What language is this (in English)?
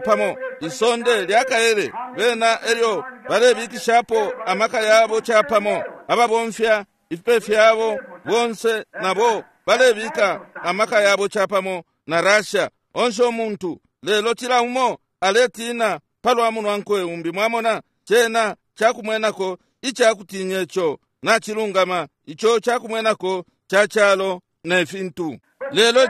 Bemba